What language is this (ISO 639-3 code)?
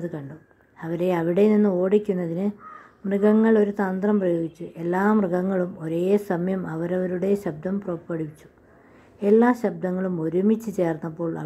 mal